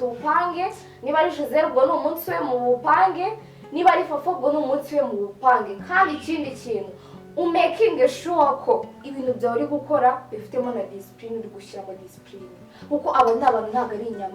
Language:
Kinyarwanda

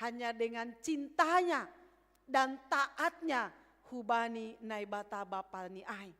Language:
Batak Simalungun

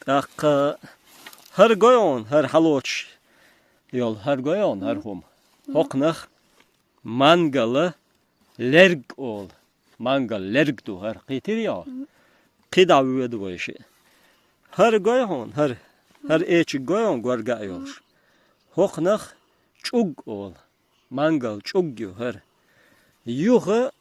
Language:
Chechen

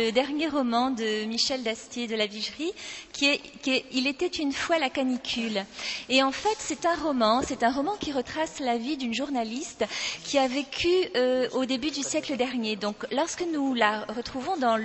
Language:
French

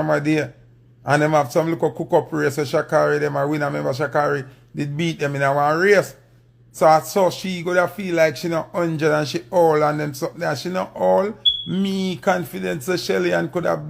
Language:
Jamaican Creole English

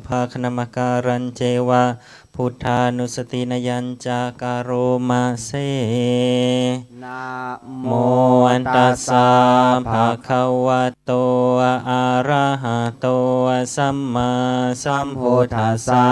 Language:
Pali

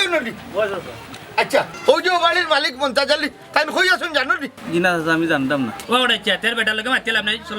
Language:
Sylheti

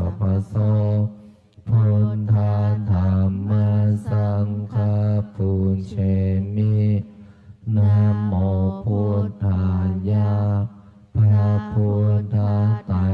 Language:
Pali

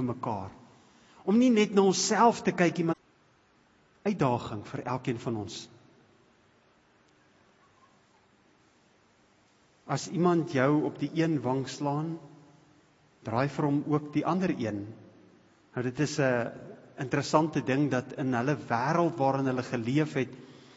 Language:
Afrikaans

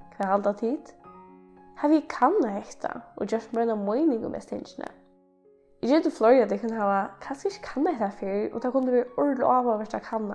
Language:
Faroese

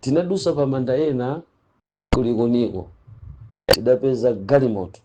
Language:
Nyanja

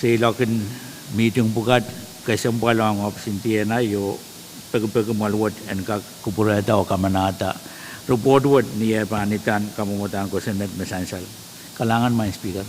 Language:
Pohnpeian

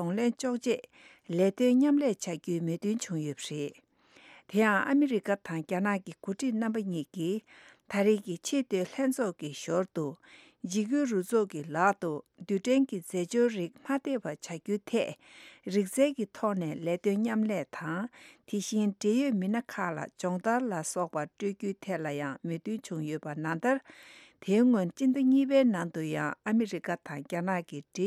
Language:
Tibetan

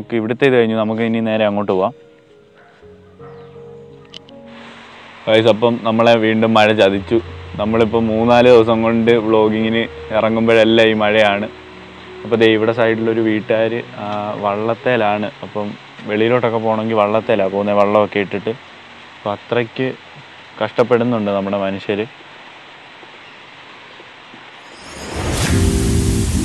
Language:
Malayalam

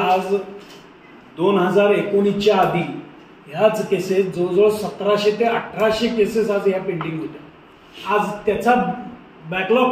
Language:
Marathi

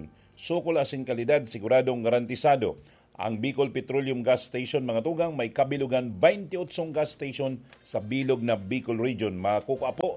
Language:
Bikol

